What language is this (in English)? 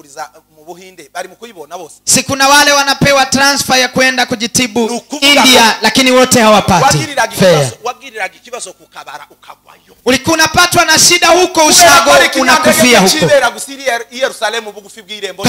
Kinyarwanda